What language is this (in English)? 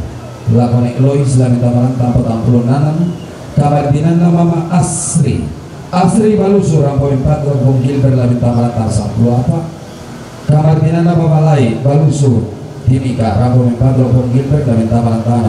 Toraja-Sa'dan